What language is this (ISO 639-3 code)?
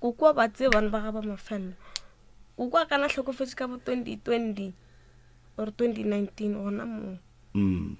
nso